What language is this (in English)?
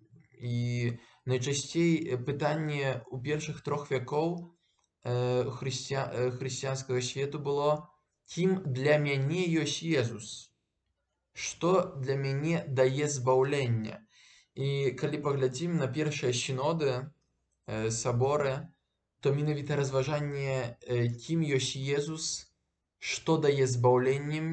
Belarusian